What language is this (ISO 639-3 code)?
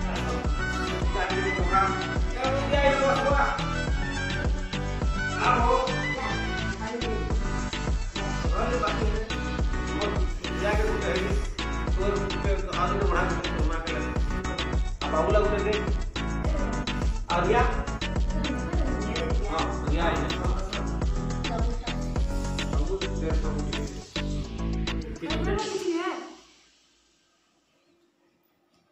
hin